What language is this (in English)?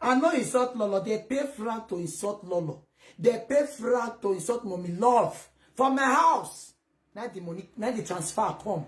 Nigerian Pidgin